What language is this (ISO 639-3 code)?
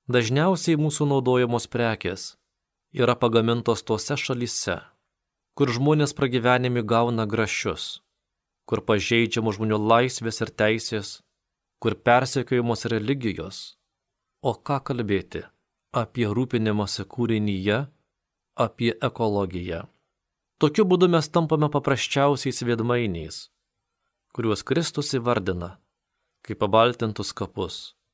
lit